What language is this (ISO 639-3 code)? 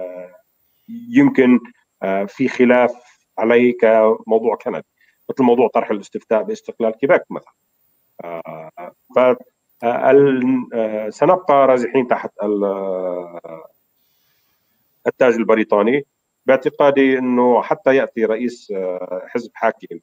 ara